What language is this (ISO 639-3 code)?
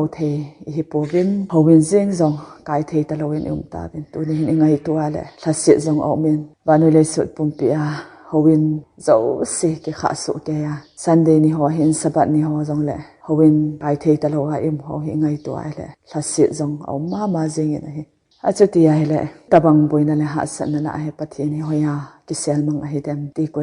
tcz